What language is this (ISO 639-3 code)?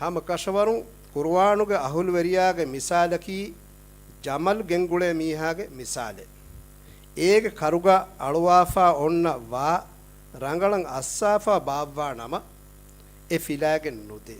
div